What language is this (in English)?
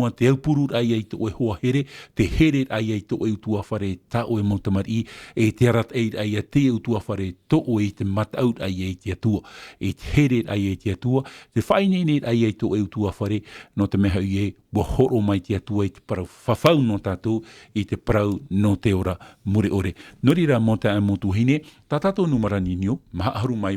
Tahitian